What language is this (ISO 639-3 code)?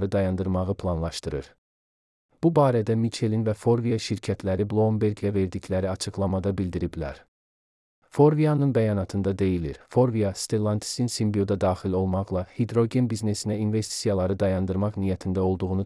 aze